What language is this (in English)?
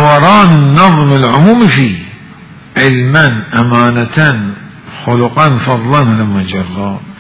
Mesopotamian Arabic